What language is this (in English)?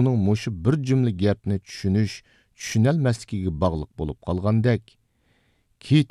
Uyghur